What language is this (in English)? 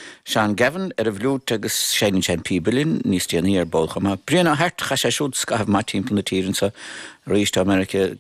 Irish